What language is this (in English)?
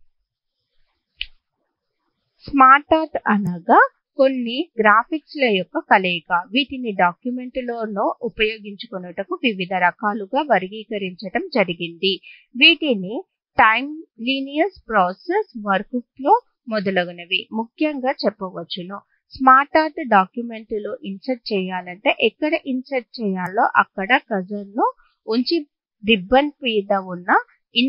Telugu